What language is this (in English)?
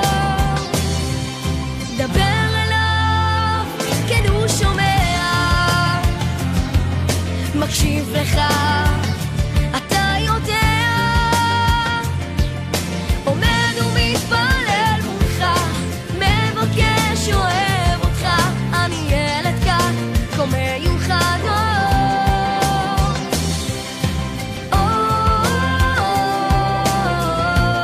Hebrew